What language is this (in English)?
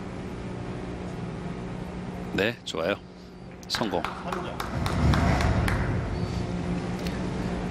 Korean